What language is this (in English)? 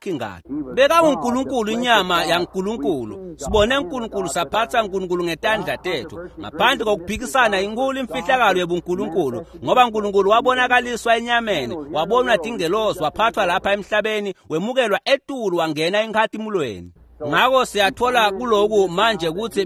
Swati